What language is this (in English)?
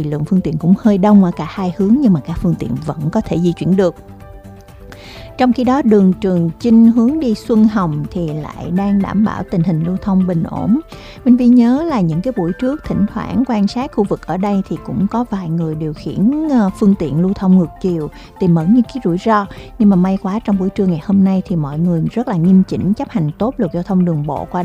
Vietnamese